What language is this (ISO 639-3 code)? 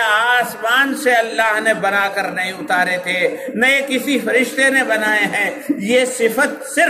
urd